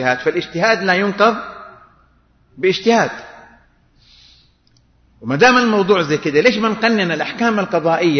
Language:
Arabic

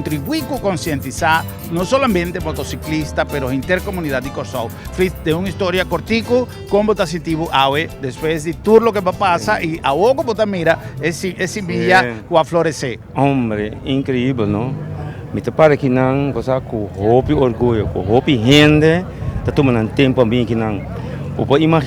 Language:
Papiamento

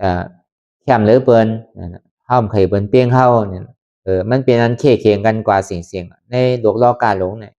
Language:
Lü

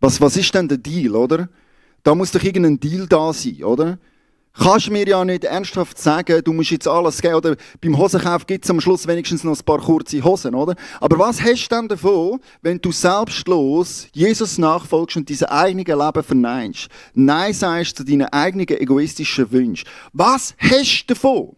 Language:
Swiss German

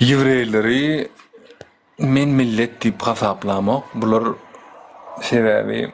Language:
Turkmen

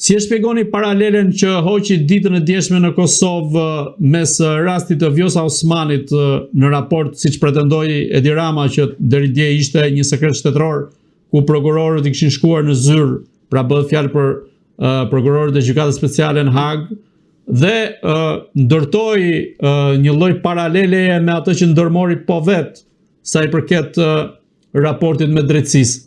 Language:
Albanian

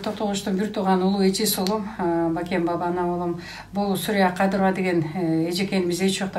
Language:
Kyrgyz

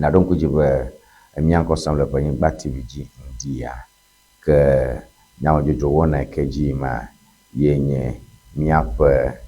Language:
Ewe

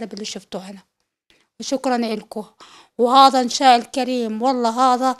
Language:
North Levantine Arabic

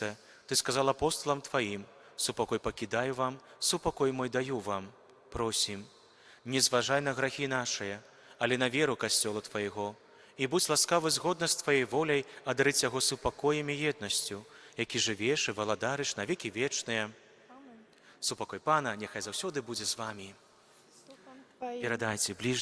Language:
Belarusian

